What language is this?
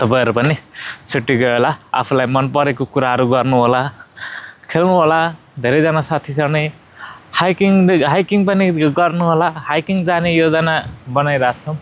Nepali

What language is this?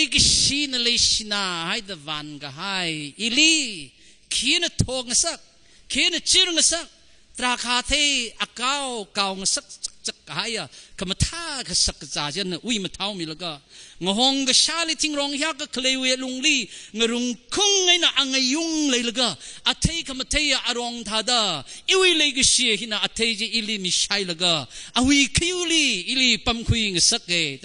Tangkhul Naga (India)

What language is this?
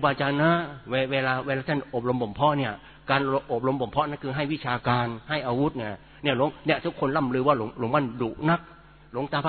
Thai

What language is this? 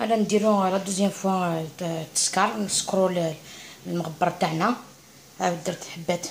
Algerian Arabic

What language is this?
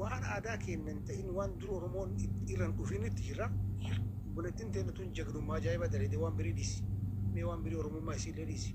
Oromo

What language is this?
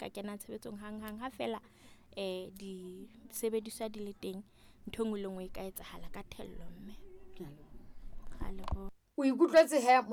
Southern Sotho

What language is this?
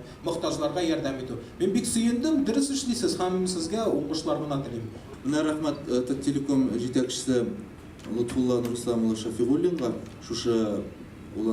Tatar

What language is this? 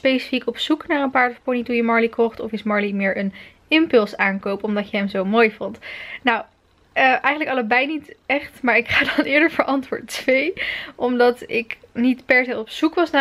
Dutch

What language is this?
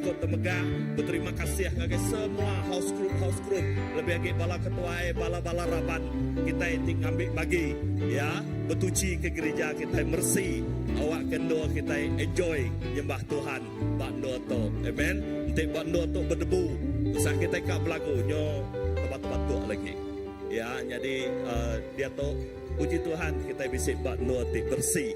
Iban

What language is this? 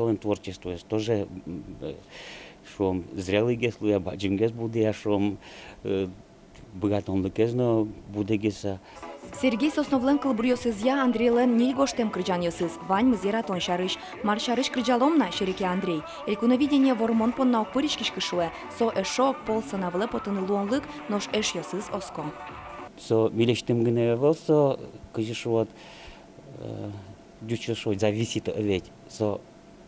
Udmurt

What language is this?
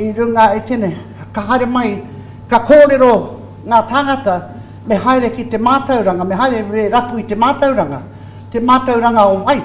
Māori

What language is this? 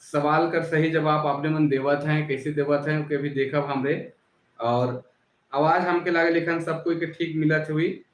Sadri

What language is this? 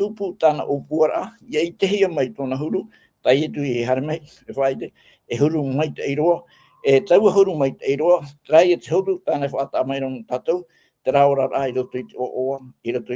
Tahitian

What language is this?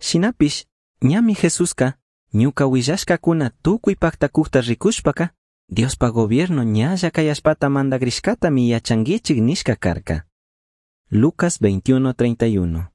Chimborazo Highland Quichua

